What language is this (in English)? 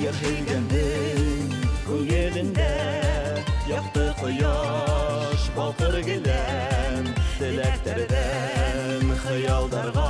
Bashkir